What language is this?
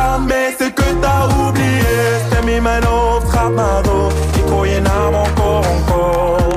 Dutch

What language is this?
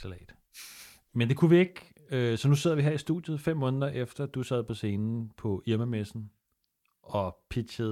Danish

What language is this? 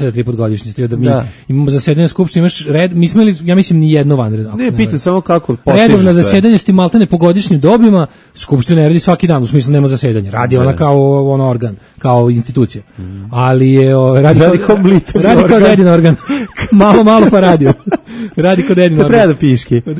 Serbian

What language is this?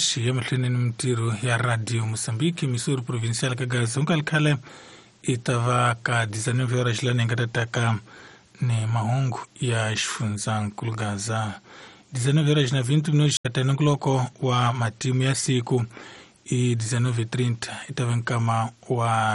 Tsonga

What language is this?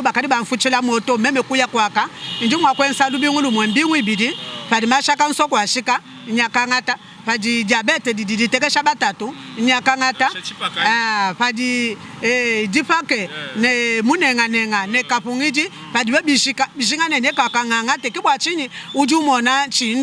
Luba-Lulua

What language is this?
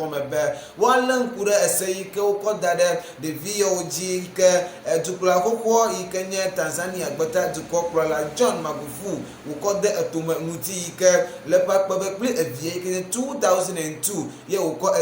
Ewe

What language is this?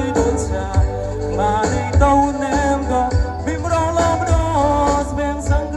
Mon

